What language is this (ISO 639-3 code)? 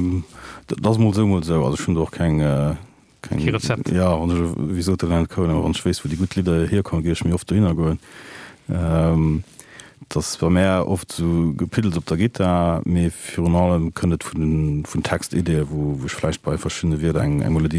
ltz